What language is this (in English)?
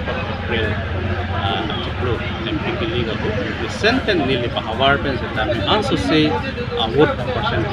Karbi